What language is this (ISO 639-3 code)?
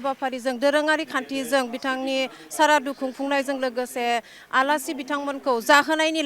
brx